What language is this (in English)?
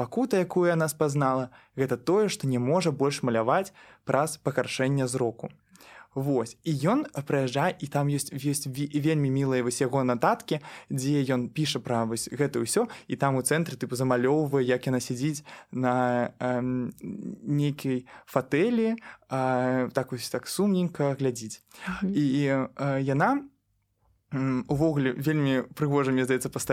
Belarusian